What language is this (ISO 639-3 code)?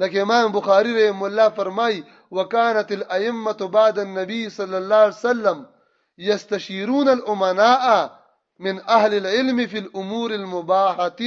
pus